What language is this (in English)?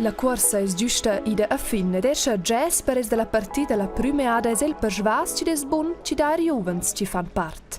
Romansh